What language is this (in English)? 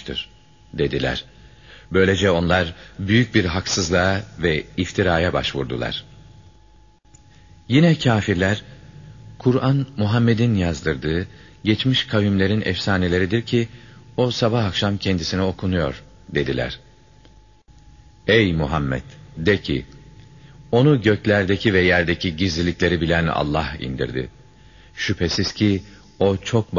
Turkish